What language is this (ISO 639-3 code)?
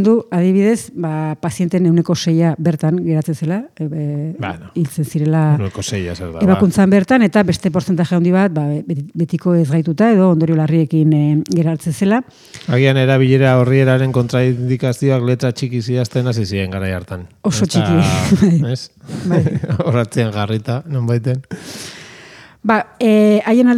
eus